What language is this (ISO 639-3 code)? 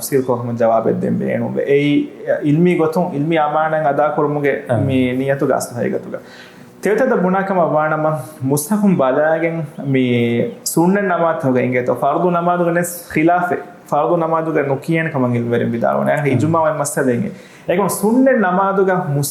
div